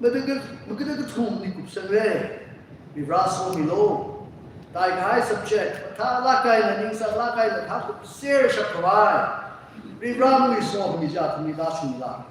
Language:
Tangkhul Naga (India)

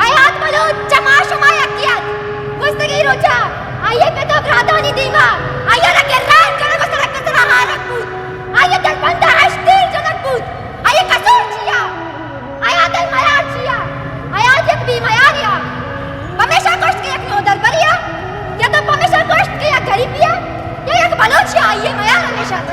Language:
Baluchi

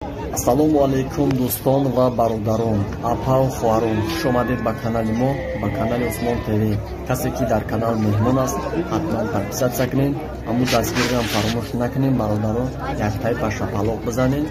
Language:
Tajik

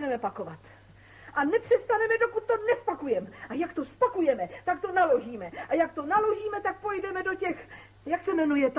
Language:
Czech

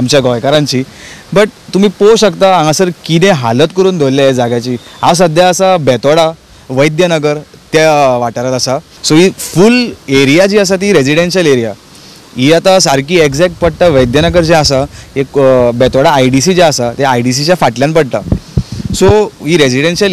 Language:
Konkani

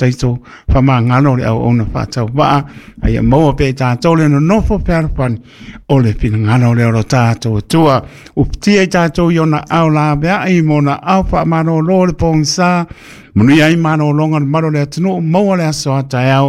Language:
Samoan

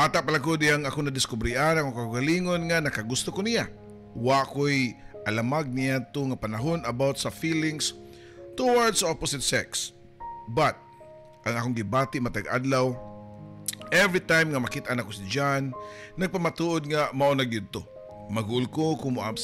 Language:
Cebuano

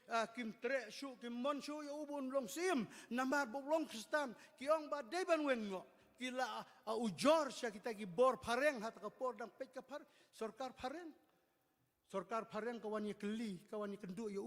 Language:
Khasi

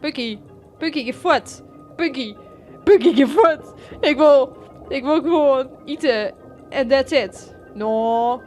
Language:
Western Frisian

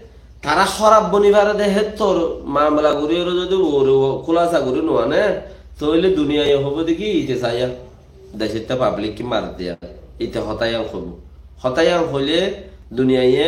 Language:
Rohingya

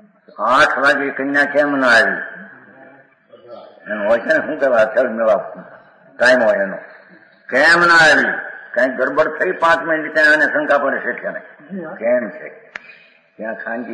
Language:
Gujarati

